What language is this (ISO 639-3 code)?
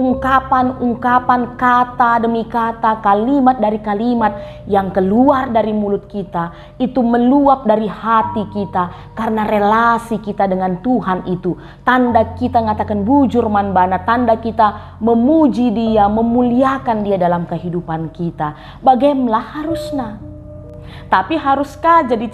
btx